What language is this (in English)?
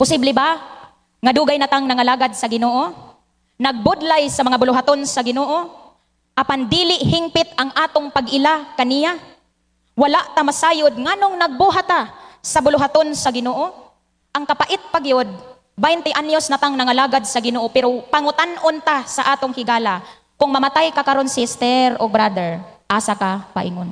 Cebuano